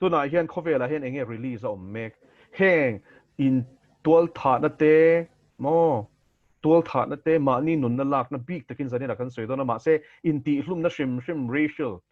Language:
Mizo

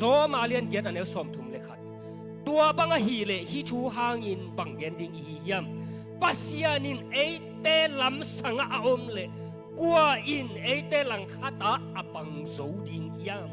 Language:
Tedim Chin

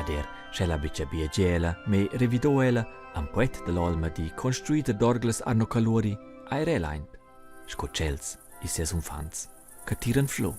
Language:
Romansh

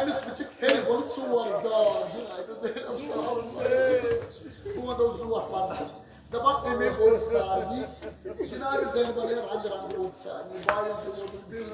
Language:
Kashmiri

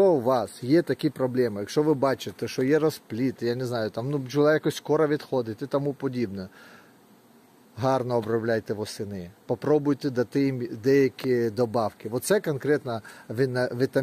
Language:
Ukrainian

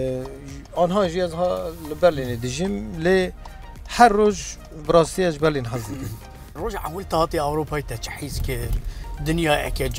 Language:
Kurdish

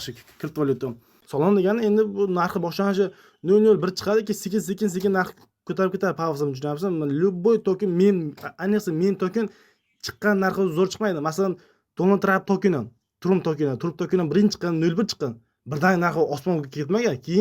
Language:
Uzbek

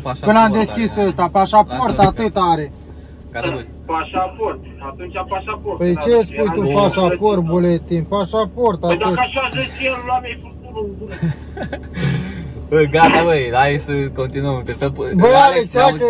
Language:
Romanian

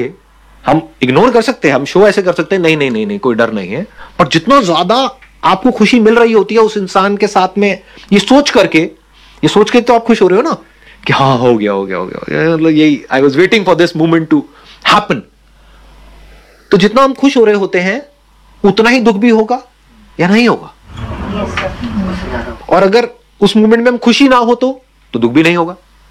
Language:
Hindi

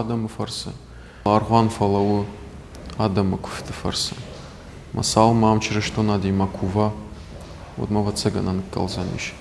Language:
Ossetic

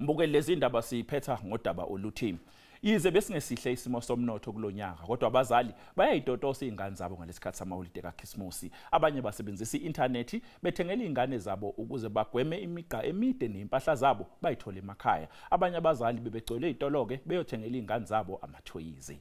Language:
Zulu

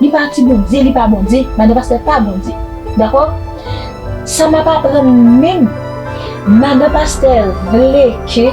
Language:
Haitian Creole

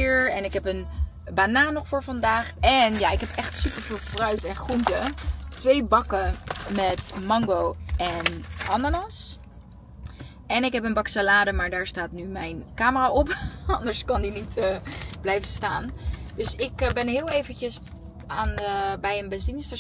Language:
Dutch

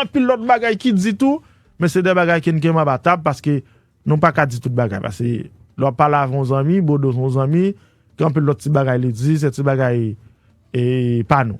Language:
Haitian Creole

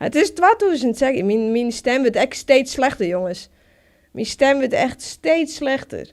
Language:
Western Frisian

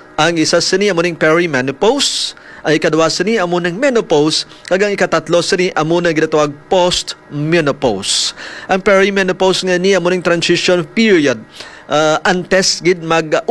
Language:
Hiligaynon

